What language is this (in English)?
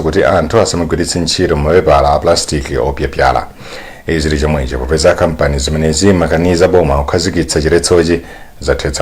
Nyanja